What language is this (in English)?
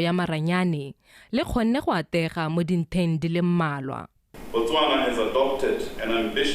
Tswana